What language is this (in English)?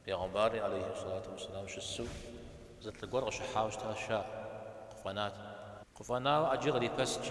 Kabardian